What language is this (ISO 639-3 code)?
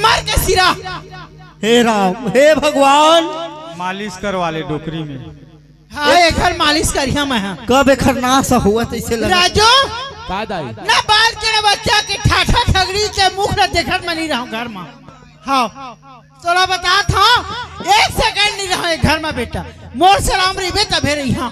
hne